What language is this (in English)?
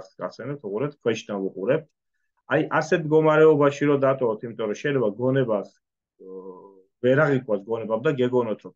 Georgian